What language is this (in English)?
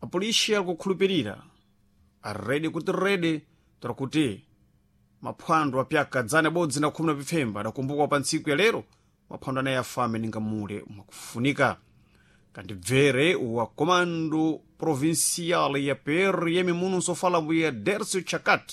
Sena